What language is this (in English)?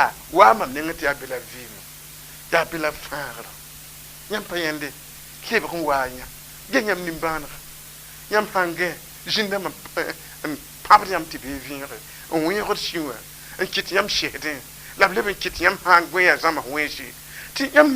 Mossi